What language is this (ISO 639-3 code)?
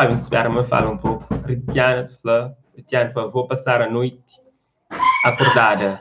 kea